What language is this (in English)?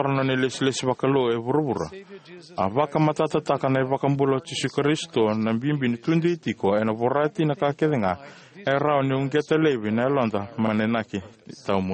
Fijian